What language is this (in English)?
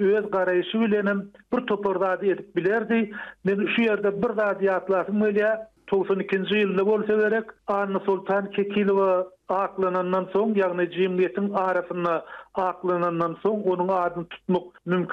Turkmen